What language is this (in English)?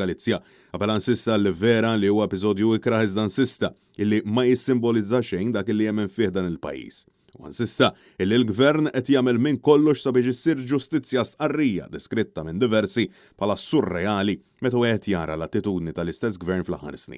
Maltese